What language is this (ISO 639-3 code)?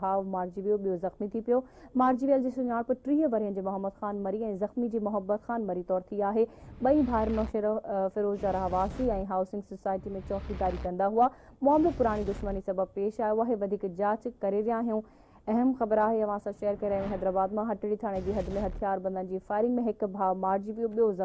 snd